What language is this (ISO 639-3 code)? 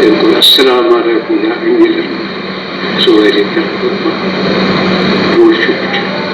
kas